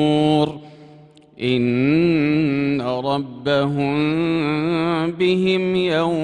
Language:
Arabic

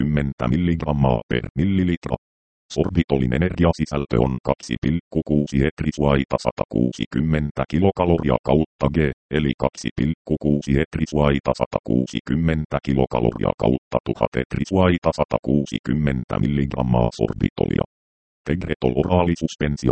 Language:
Finnish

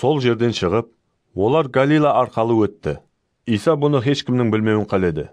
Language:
Kara-Kalpak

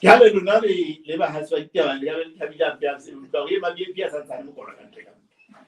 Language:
Southern Sotho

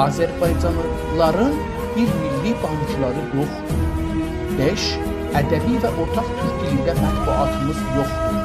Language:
South Azerbaijani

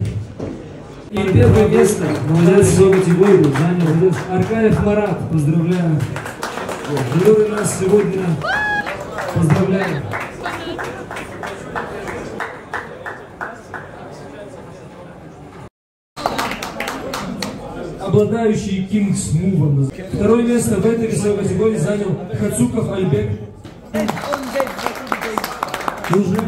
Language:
Russian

